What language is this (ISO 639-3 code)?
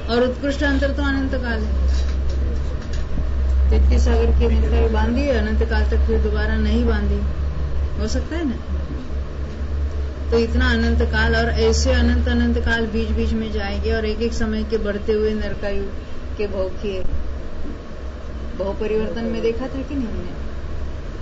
hin